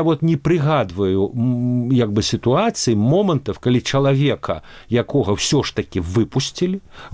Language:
Belarusian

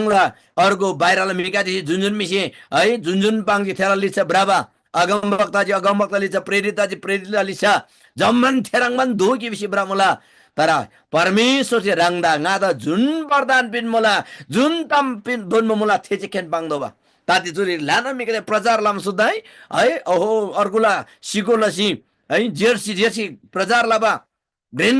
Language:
Eastern Tamang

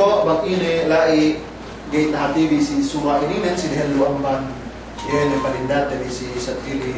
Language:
Yakan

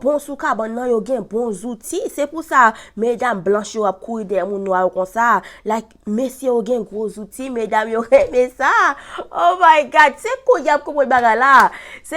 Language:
Haitian Creole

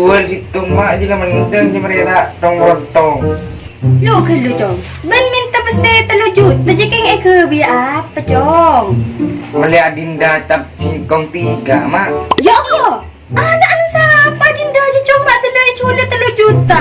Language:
Madurese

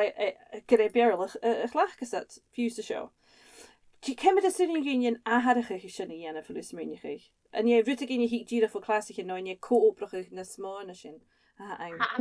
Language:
Scottish Gaelic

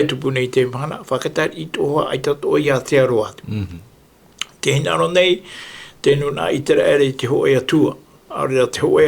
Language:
Tahitian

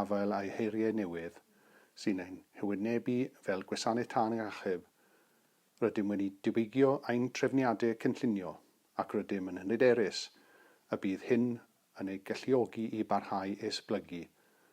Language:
Welsh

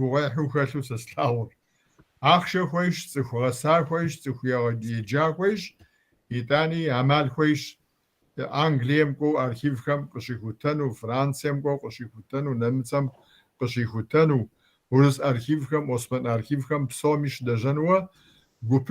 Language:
Kabardian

